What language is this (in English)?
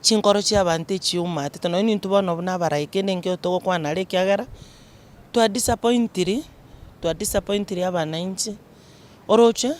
Gusii